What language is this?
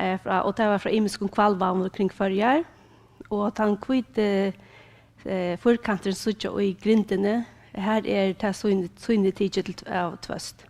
Faroese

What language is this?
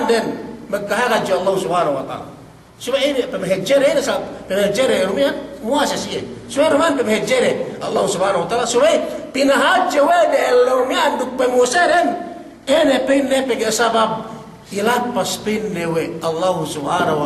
Yakan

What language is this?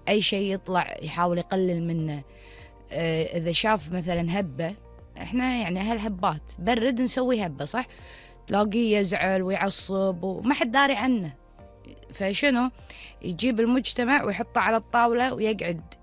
Gulf Arabic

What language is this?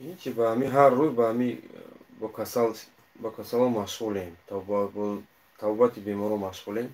Tajik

